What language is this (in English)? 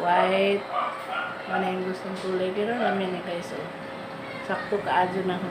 Cebuano